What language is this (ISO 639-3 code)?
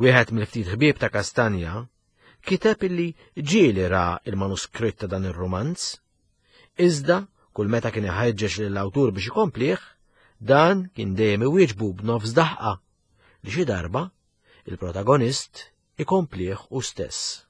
mlt